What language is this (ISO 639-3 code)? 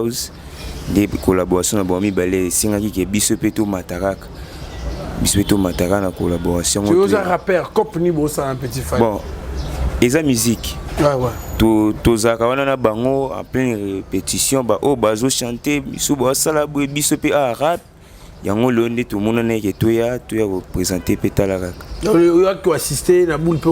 lin